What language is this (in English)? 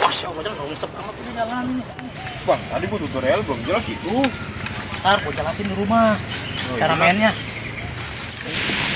Betawi